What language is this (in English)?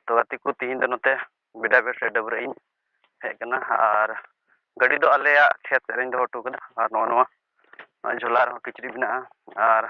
Santali